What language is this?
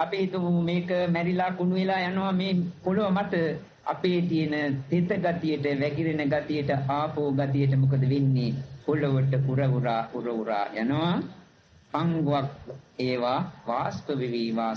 Sinhala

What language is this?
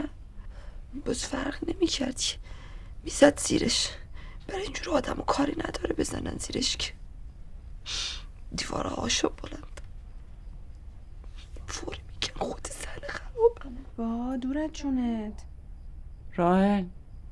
Persian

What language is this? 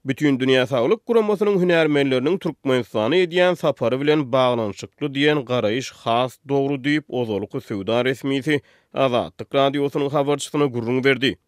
Turkmen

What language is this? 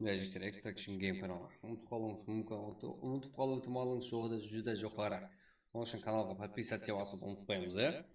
Kara-Kalpak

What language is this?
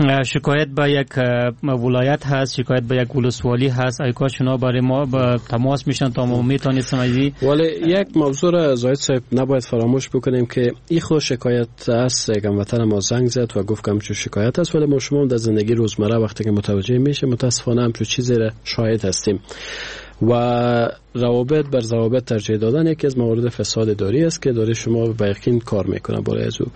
Persian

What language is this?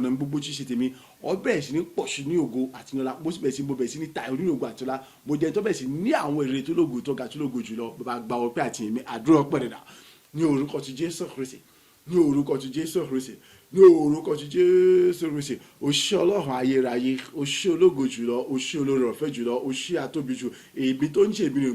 Yoruba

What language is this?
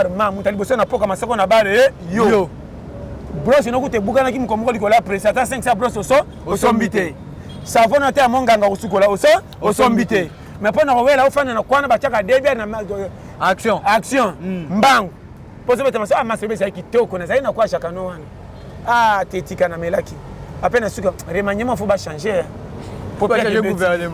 Lingala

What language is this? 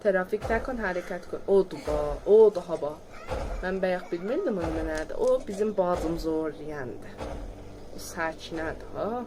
South Azerbaijani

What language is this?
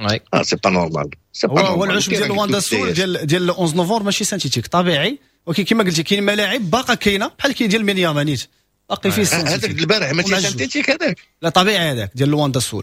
Moroccan Arabic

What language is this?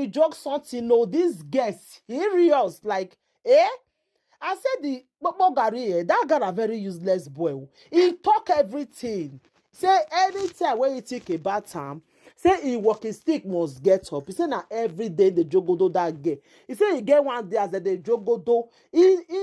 Nigerian Pidgin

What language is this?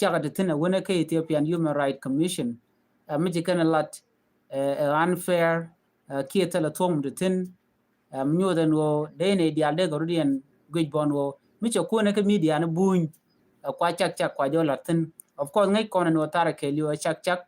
Nuer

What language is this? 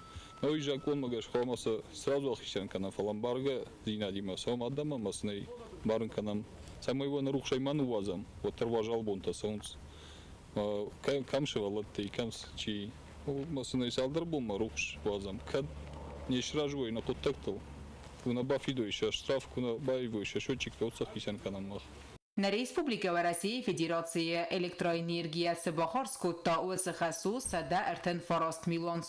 Ossetic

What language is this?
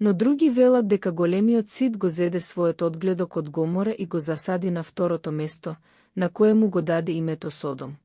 Macedonian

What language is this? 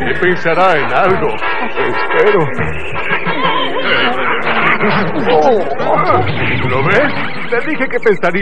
Spanish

